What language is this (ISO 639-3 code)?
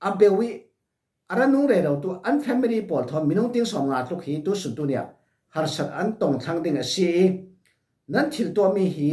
cfm